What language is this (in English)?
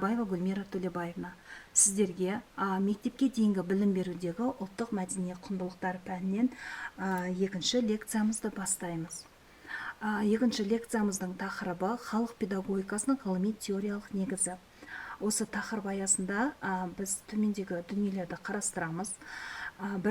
Kazakh